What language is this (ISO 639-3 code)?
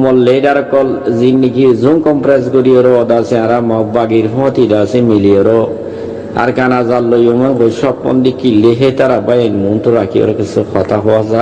rhg